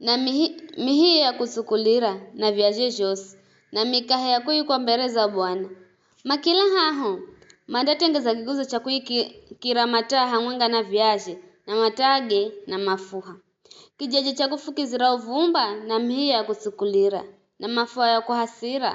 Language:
Giryama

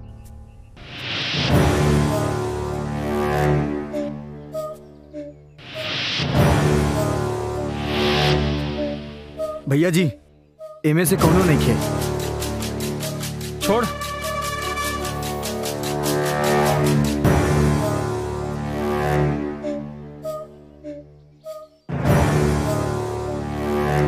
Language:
Bhojpuri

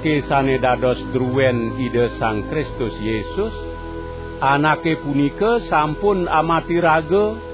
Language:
Balinese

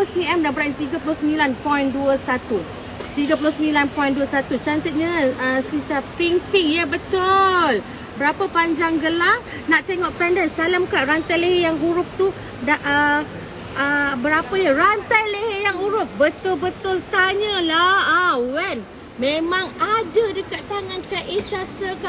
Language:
Malay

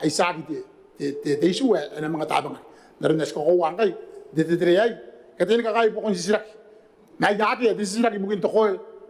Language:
Gilbertese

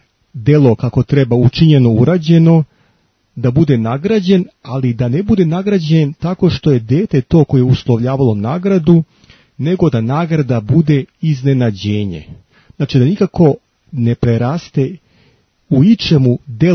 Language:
Serbian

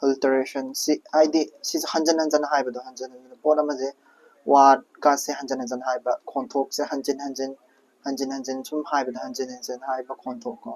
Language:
Manipuri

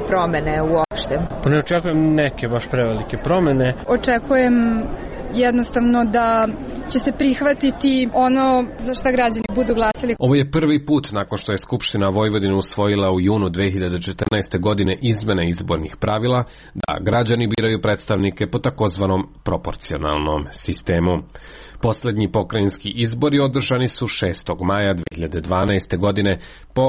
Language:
Serbian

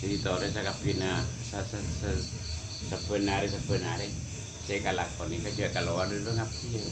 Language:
Madurese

